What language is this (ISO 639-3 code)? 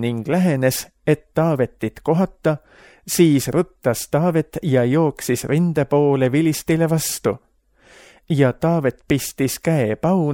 est